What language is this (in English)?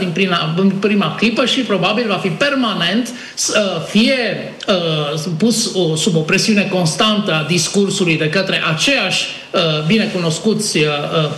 Romanian